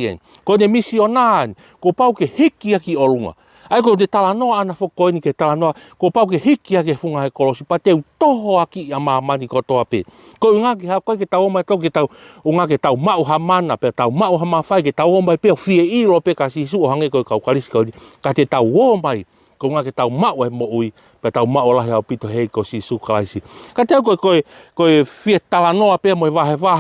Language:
Tongan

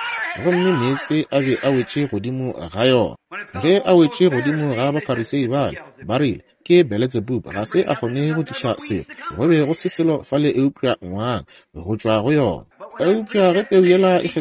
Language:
Northern Sotho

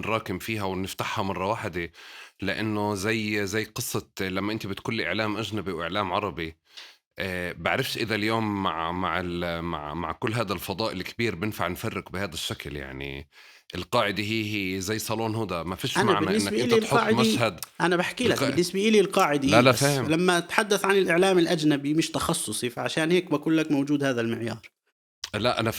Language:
North Levantine Arabic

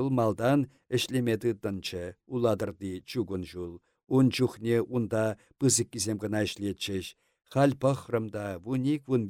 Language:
Chuvash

